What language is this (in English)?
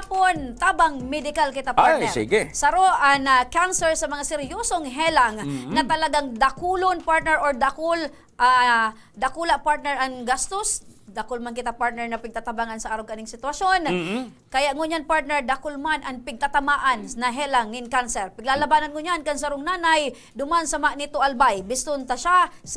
Bikol